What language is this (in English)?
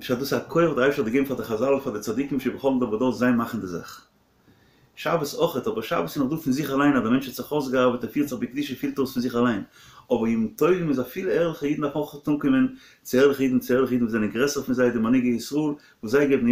Yiddish